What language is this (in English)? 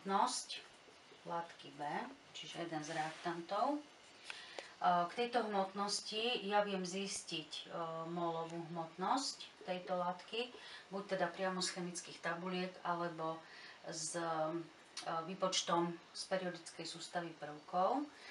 Slovak